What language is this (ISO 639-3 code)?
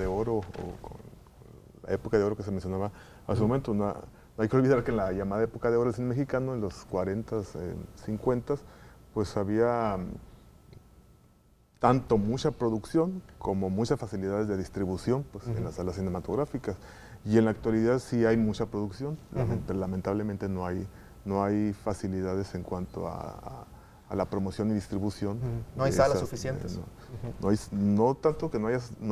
spa